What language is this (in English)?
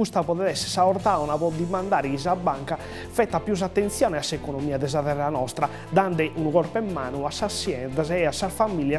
Sardinian